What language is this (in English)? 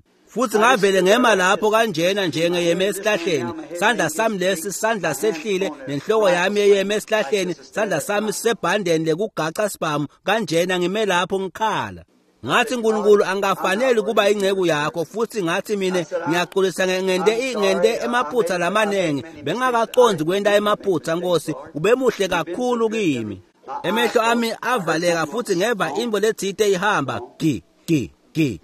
Swati